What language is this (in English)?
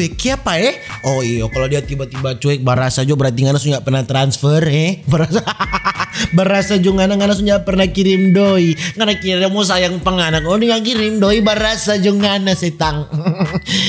Manado Malay